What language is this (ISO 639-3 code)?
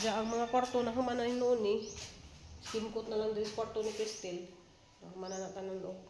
ceb